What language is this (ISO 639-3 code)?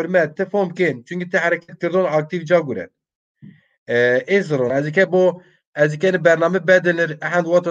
zza